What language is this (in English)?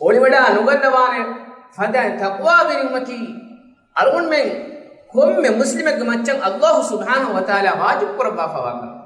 Divehi